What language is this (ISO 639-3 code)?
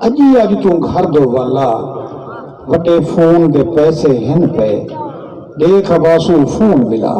skr